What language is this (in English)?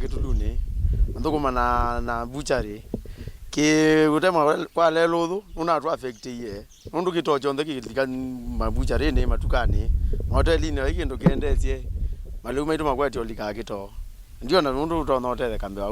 Kamba